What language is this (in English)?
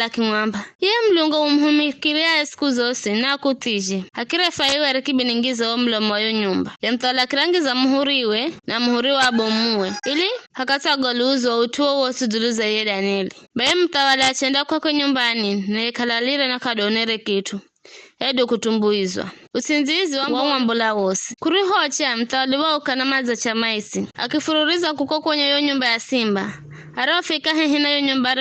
Giryama